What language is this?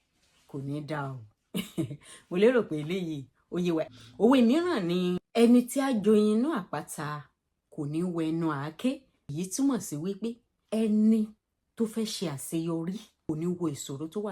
Yoruba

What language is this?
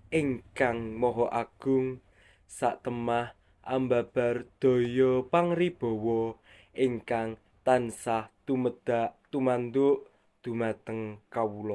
Javanese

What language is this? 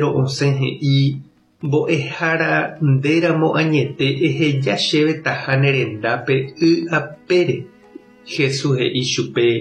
Guarani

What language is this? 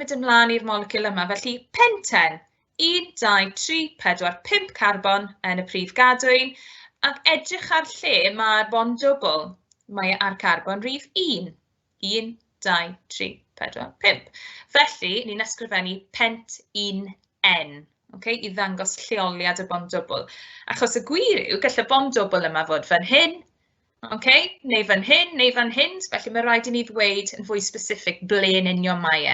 Welsh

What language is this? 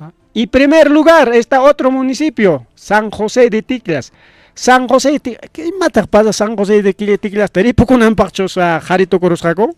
Ayacucho Quechua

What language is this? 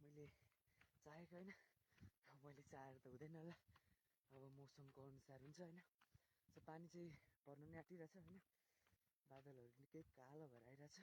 Nepali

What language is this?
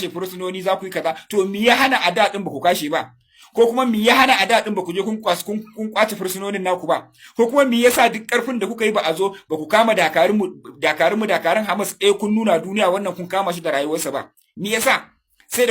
Hausa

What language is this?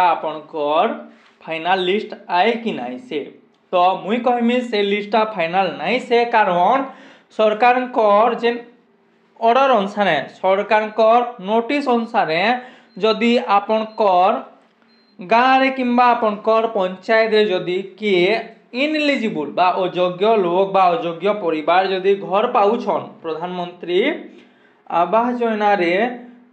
Sambalpuri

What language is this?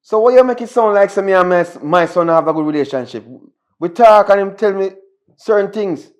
Jamaican Creole English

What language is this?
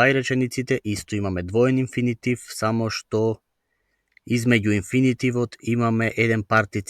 Macedonian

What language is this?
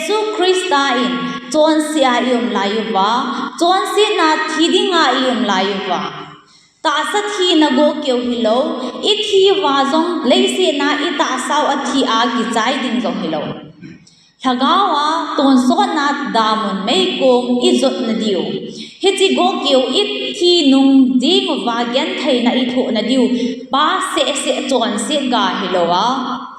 Thado Chin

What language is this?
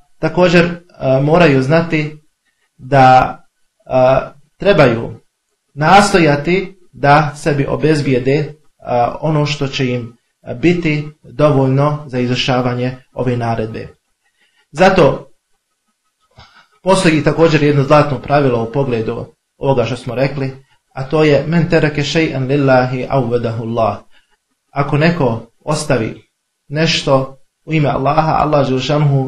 Bosnian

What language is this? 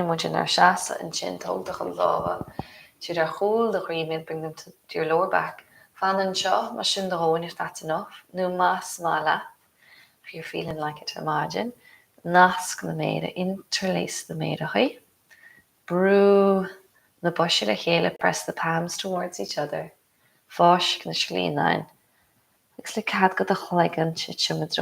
Irish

